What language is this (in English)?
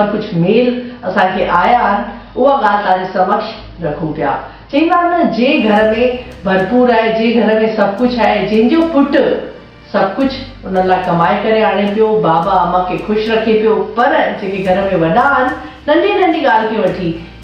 Sindhi